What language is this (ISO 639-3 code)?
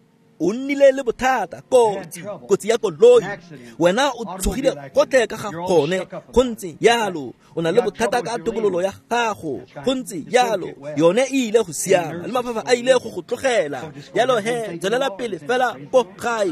tsn